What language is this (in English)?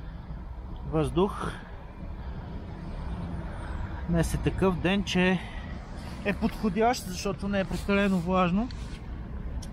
Bulgarian